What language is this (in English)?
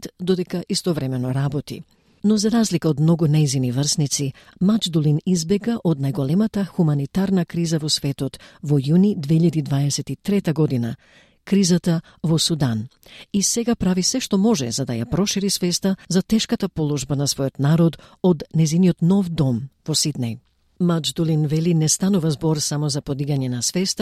Macedonian